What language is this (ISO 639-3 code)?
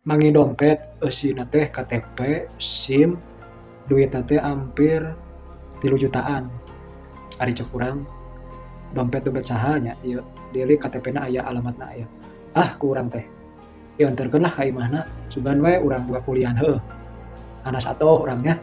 sun